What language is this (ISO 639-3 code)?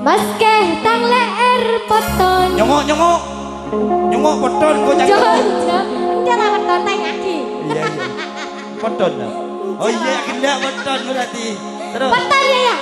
mad